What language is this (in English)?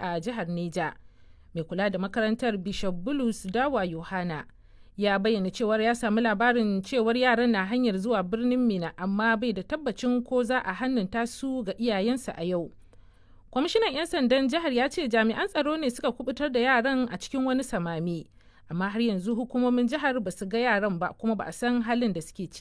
Hausa